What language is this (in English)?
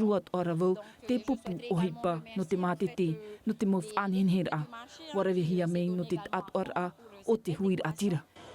Tahitian